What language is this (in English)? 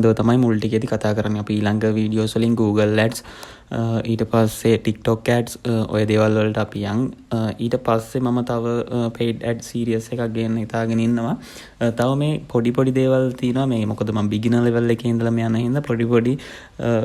Sinhala